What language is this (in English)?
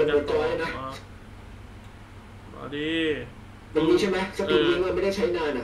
Thai